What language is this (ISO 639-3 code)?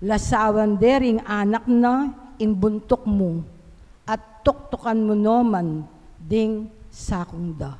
pam